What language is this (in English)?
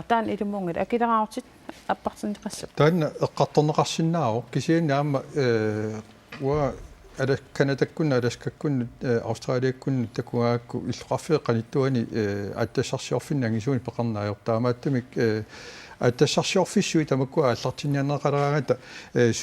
Kalaallisut